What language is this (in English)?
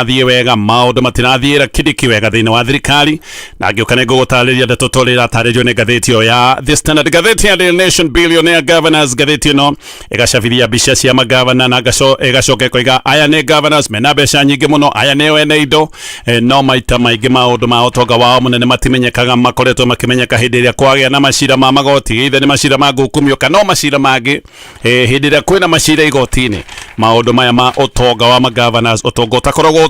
Kikuyu